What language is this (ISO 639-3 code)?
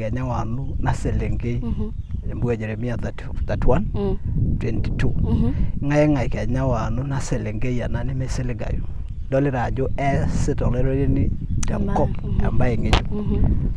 mas